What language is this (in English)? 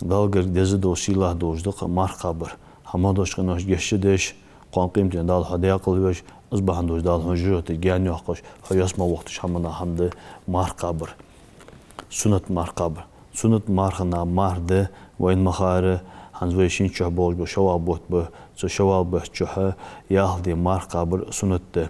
Ingush